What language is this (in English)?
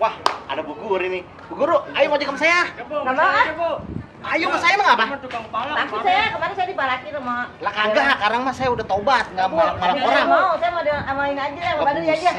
Betawi